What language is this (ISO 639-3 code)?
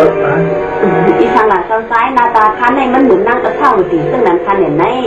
shn